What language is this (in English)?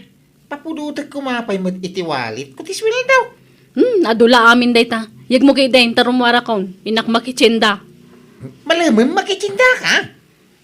Iloko